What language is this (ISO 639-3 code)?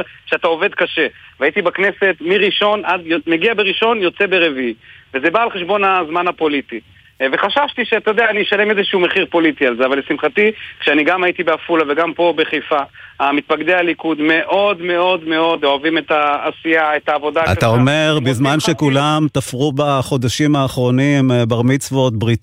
heb